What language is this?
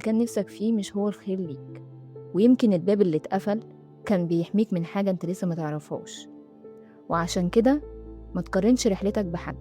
Egyptian Arabic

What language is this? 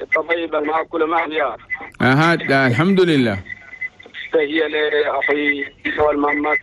Chadian Arabic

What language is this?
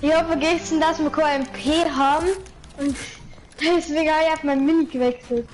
Bavarian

